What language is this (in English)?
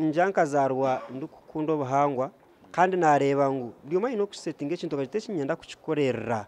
Nyankole